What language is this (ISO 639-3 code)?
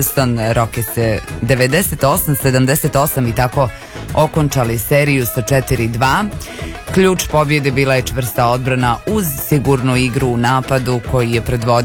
srp